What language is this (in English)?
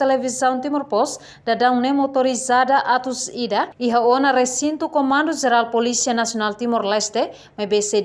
Tetum